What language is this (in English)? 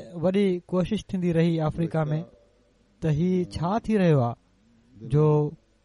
Sindhi